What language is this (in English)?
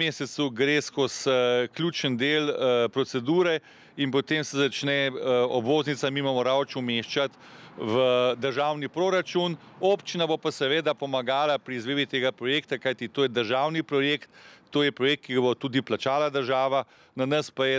Slovenian